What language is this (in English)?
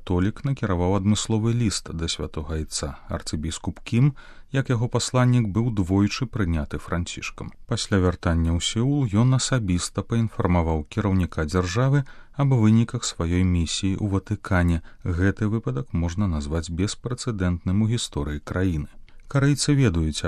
Belarusian